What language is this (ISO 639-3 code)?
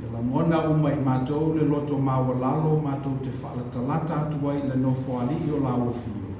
smo